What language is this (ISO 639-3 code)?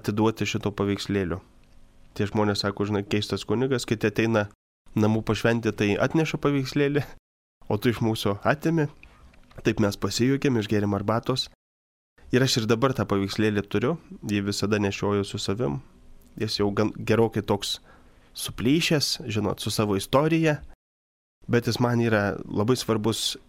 lit